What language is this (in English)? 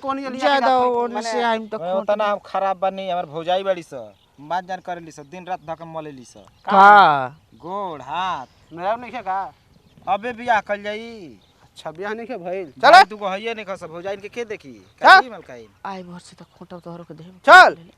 Bhojpuri